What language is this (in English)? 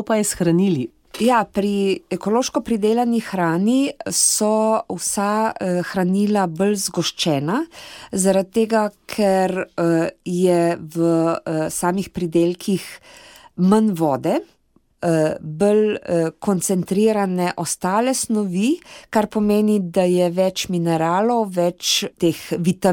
Slovenian